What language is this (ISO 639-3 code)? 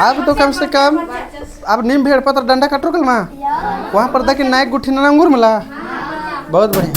kru